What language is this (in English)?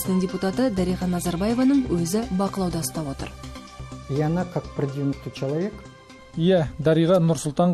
Kazakh